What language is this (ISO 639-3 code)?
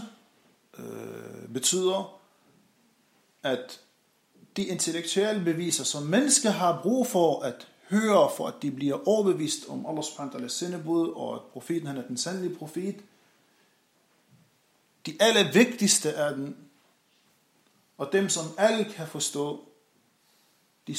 dan